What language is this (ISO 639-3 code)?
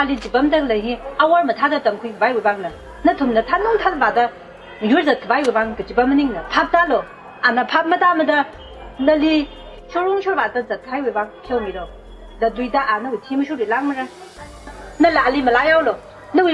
nmf